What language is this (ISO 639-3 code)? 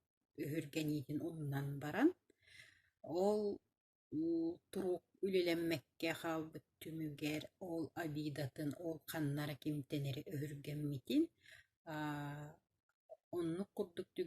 sah